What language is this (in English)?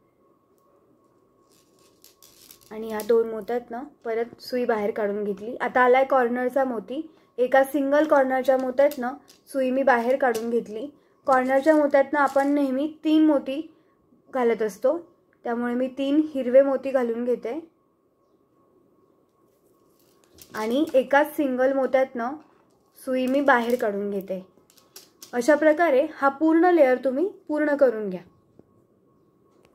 Marathi